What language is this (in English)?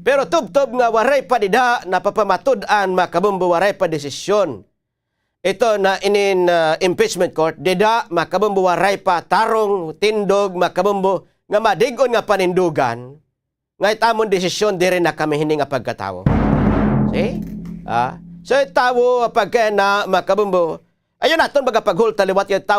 Waray